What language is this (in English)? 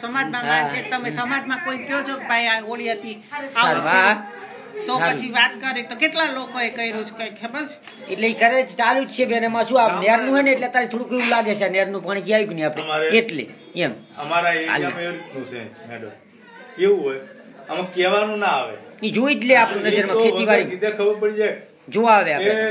Gujarati